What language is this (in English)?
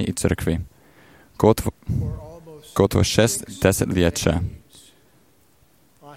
Croatian